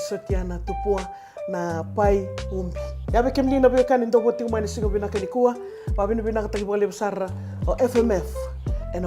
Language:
Fijian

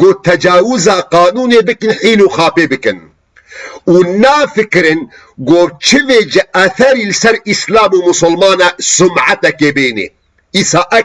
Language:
Kurdish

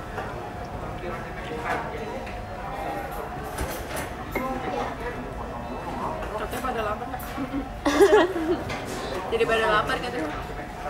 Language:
Indonesian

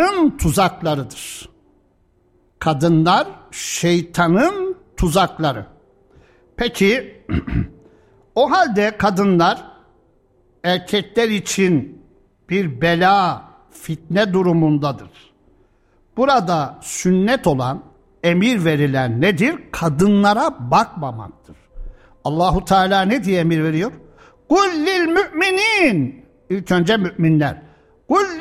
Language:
Turkish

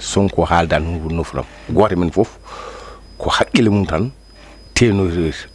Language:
Fula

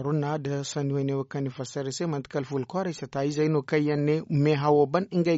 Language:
Zarma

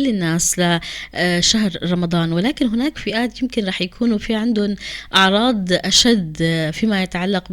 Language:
North Levantine Arabic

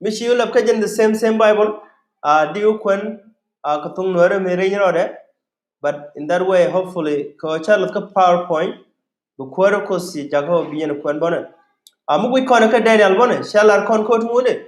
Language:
Nuer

